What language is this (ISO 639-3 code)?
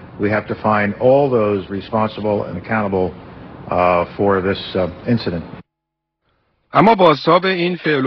fas